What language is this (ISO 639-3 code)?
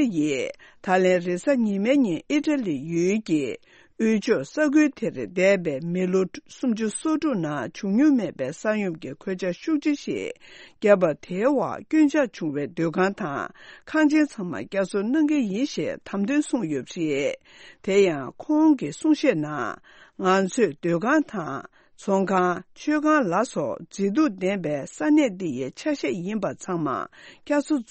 bod